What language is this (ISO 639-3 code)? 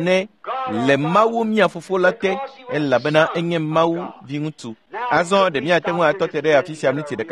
ewe